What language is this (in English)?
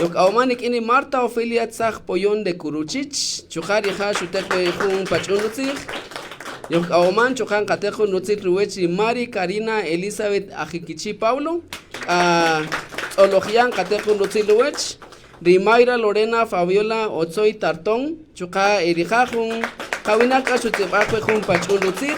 Kaqchikel